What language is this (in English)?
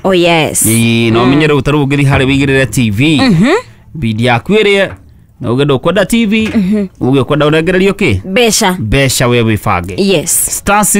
Kikuyu